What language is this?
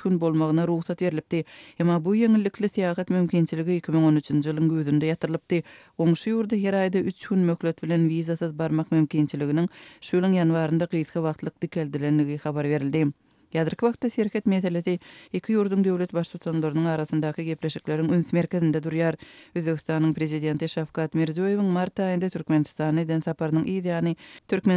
Turkmen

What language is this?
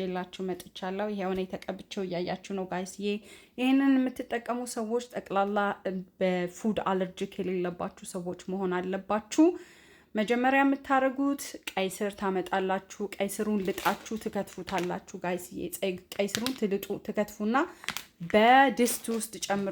Amharic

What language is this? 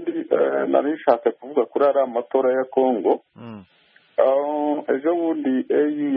Kinyarwanda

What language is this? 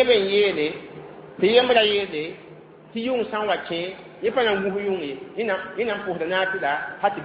Mossi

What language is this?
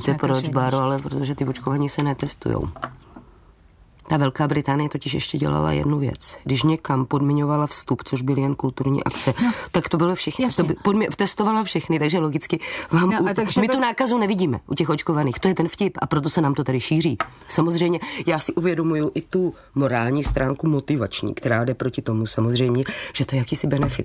Czech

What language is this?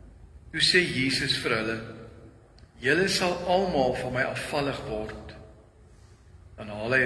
Afrikaans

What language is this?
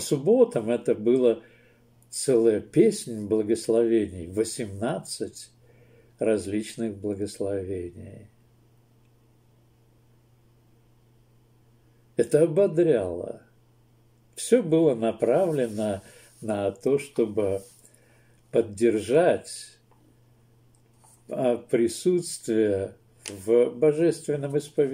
Russian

